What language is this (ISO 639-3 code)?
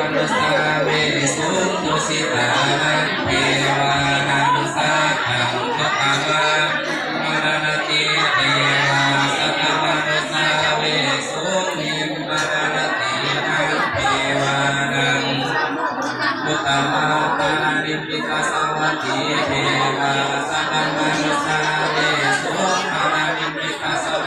pli